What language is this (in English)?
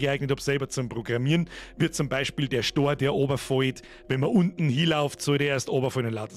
Bavarian